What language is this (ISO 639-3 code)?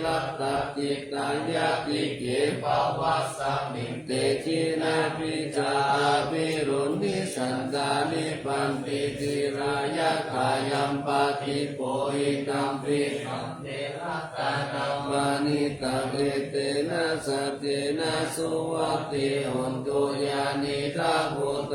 pli